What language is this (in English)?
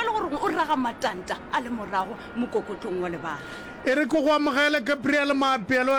Northern Sotho